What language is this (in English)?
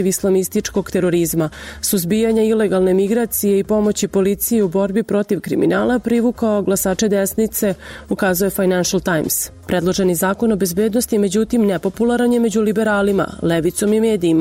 Serbian